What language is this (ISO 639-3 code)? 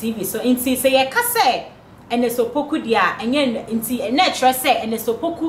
aka